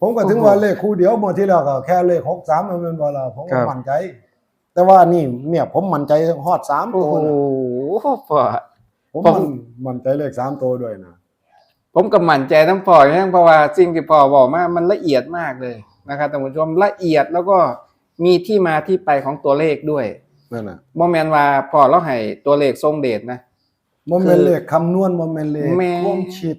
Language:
Northeastern Thai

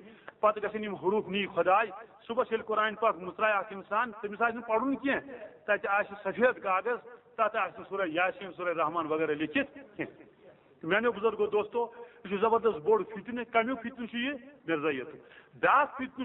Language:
Kashmiri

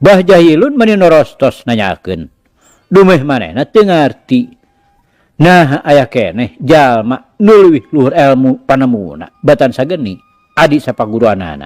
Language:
Sundanese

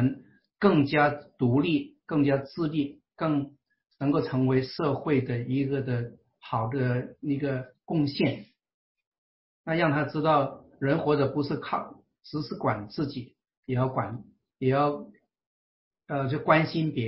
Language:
Chinese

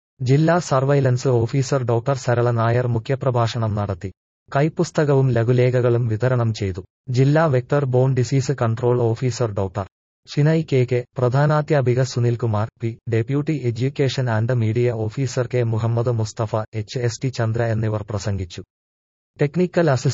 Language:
Malayalam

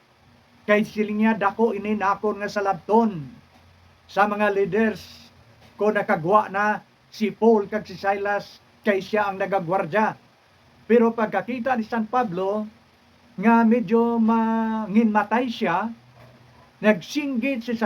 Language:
Hiligaynon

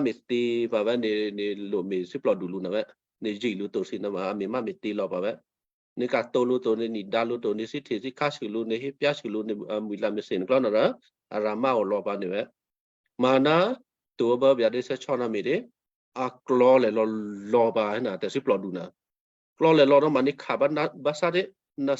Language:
Western Kayah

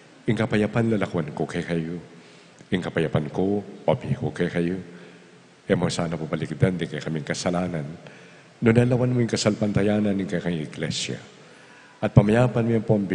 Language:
Pampanga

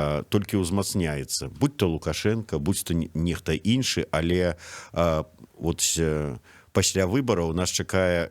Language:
Belarusian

